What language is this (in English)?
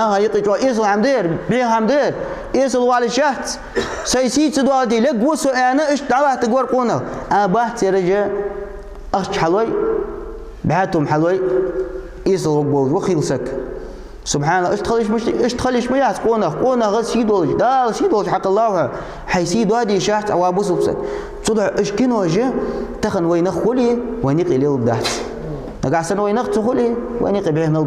Ingush